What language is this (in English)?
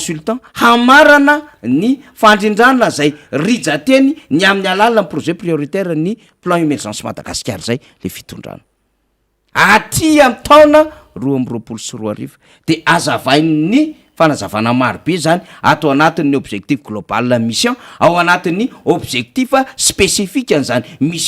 Malagasy